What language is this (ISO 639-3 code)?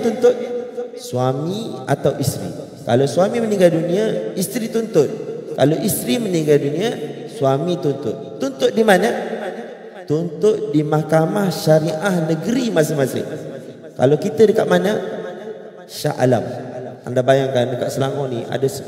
msa